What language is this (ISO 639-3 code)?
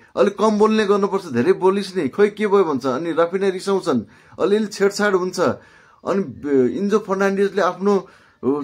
nep